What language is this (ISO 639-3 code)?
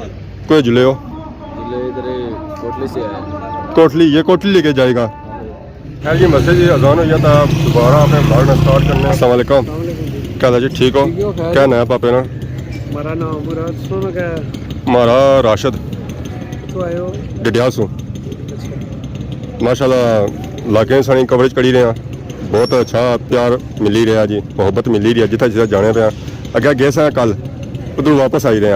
phr